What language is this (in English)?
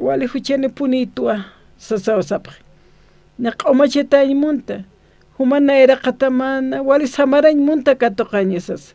Aymara